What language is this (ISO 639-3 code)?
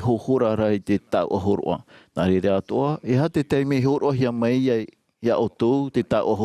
tah